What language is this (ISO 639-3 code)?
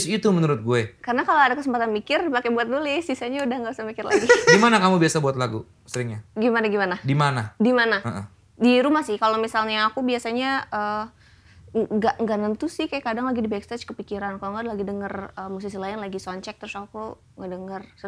ind